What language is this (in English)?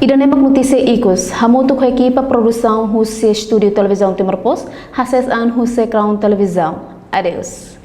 Tetum